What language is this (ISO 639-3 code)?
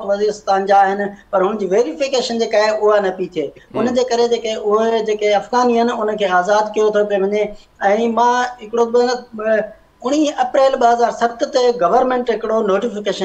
snd